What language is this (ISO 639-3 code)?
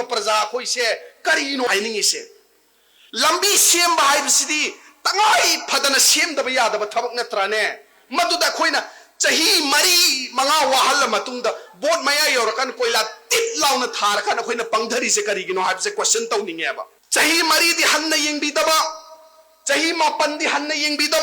mni